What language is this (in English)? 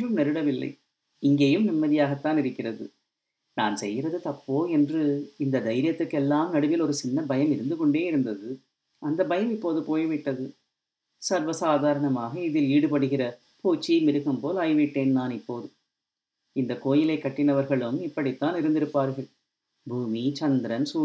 Tamil